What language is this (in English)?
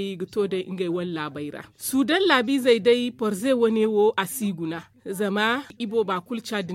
Zarma